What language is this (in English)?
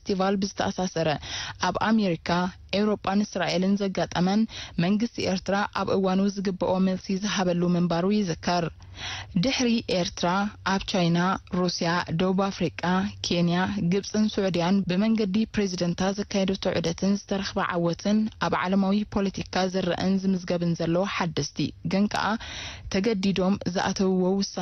Tigrinya